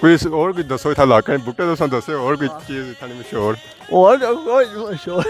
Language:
Pahari-Potwari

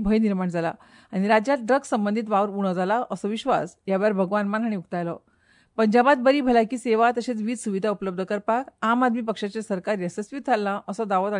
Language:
Konkani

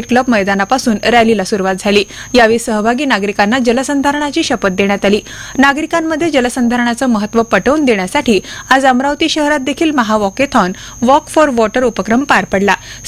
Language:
Marathi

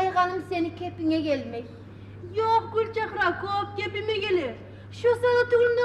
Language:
Kumyk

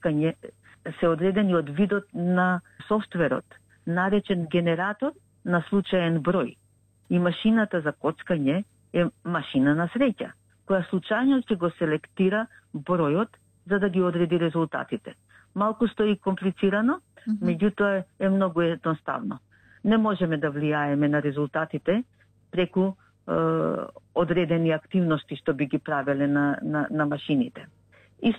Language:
Macedonian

